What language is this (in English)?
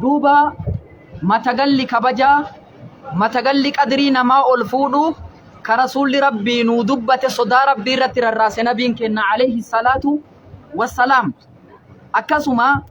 Oromo